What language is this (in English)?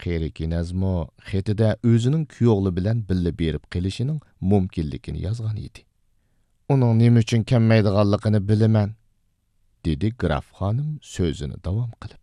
Uyghur